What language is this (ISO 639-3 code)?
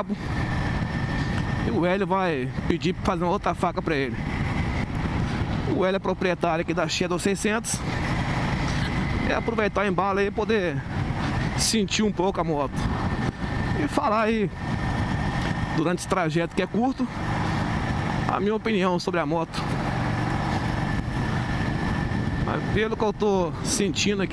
por